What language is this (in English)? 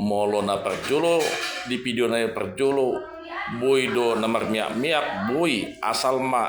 Batak Toba